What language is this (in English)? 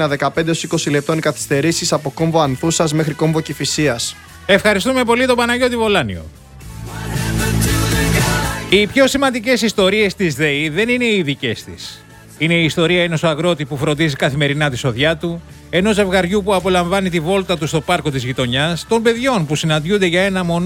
Greek